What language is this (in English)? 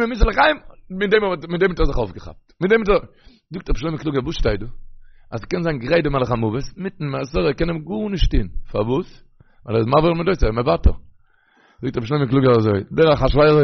Yiddish